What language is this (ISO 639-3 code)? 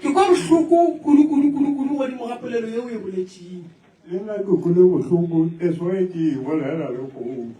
nso